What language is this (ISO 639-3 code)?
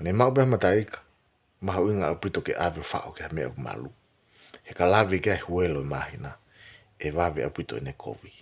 ton